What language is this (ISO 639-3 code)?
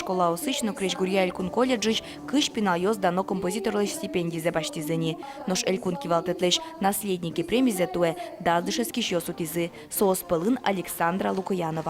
udm